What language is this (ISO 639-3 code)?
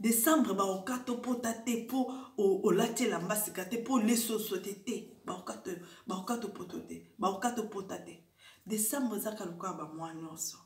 lin